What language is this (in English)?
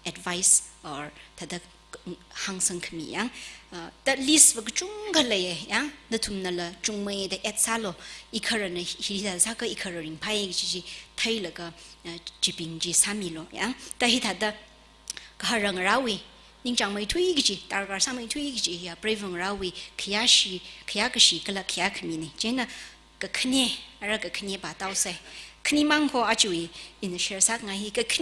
Tangkhul Naga (India)